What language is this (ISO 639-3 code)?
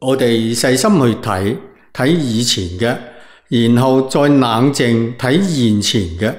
yue